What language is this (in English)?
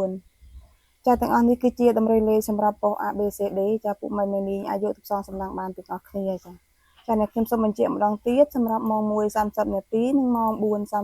Khmer